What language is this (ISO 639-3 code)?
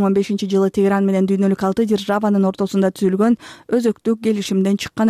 kir